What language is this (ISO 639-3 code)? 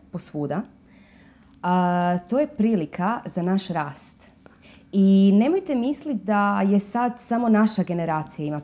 hrv